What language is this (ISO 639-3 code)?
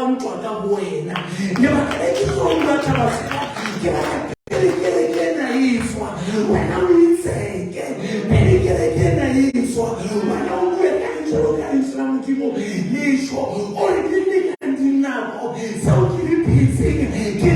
sot